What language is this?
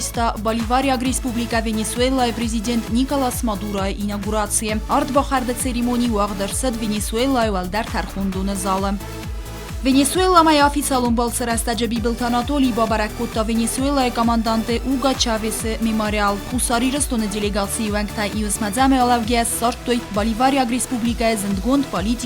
Ossetic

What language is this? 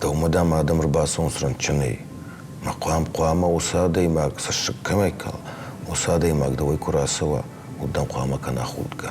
Ossetic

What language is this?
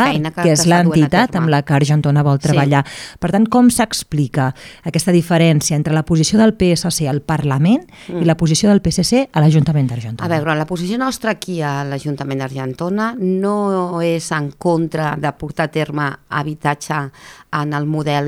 Catalan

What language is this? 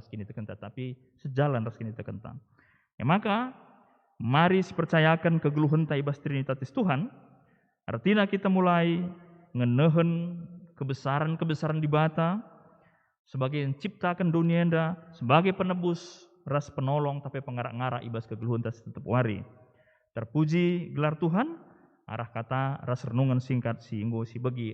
Batak Karo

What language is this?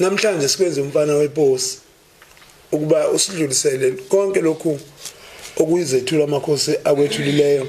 Zulu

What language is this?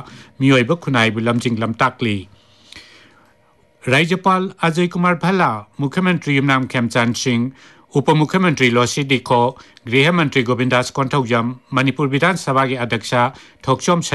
Manipuri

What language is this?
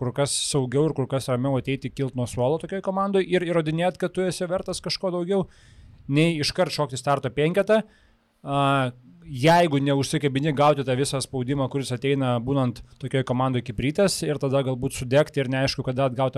Lithuanian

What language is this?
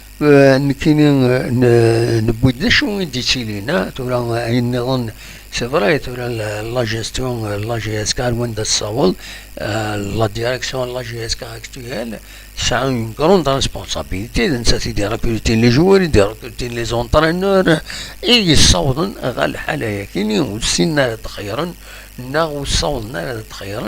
Kabyle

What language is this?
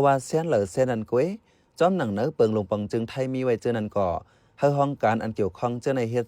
Shan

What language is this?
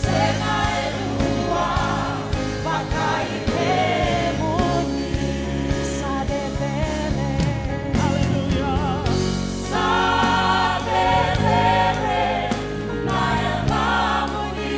Fijian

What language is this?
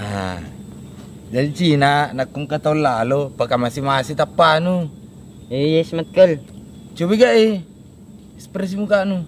Buginese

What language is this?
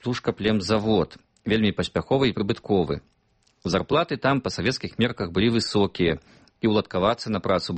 Belarusian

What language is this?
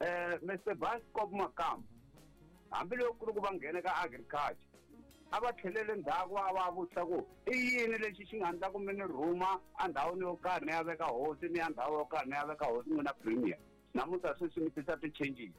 Tsonga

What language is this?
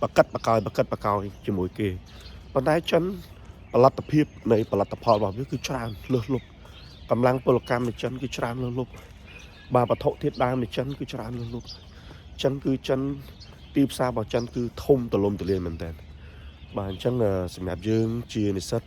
Khmer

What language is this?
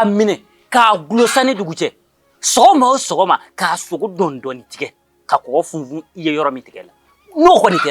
Bambara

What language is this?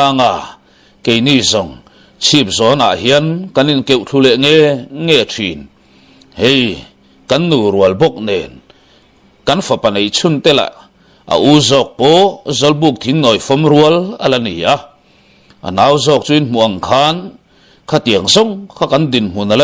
Mizo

